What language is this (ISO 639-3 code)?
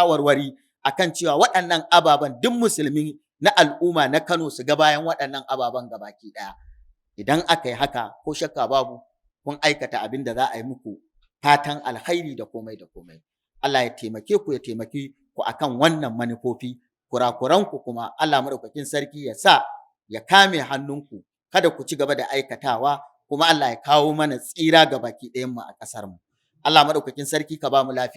hau